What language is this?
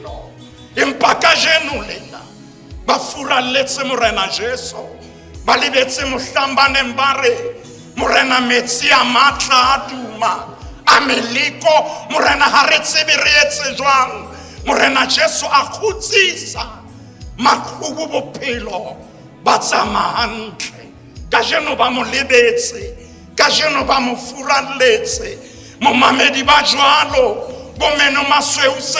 Southern Sotho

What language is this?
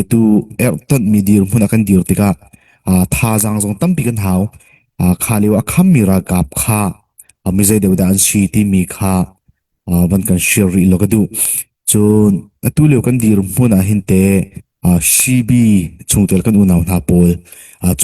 Hakha Chin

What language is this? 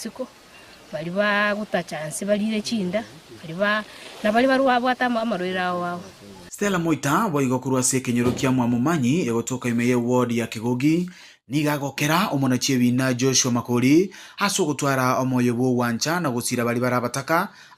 Gusii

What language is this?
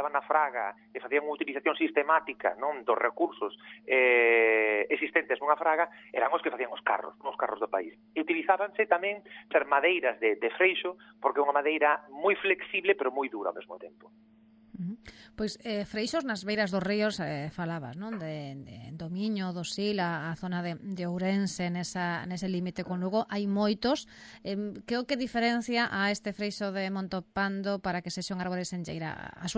Galician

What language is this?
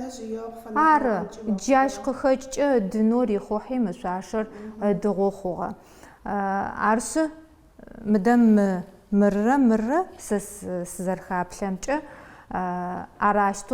Adyghe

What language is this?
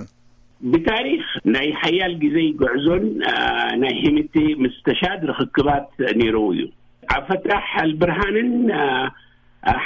Tigrinya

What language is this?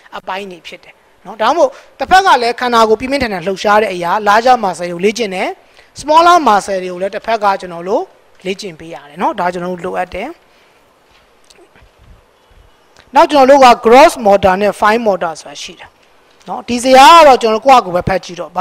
Burmese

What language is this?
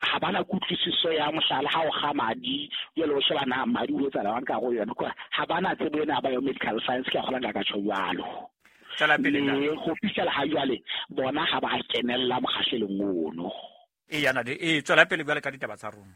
Southern Sotho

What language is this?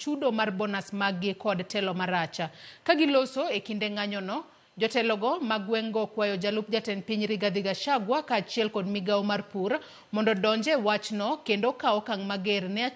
Luo (Kenya and Tanzania)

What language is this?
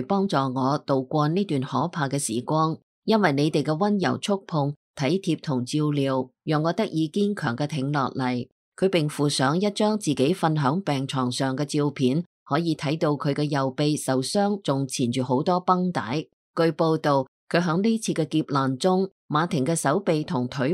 Cantonese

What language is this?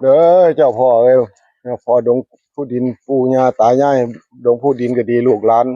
Northeastern Thai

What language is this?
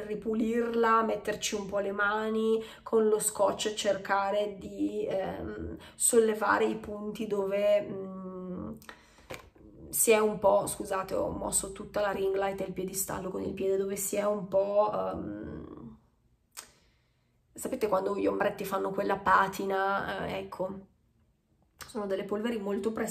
Italian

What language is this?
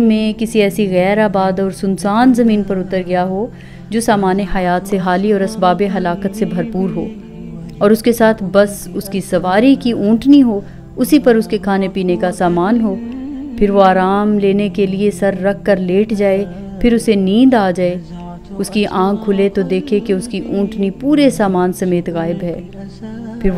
Urdu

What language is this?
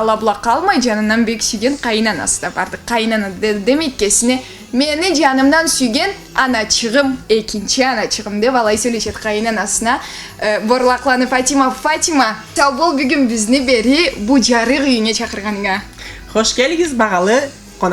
Karachay-Balkar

